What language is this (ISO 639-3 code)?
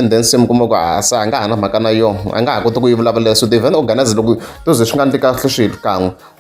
tso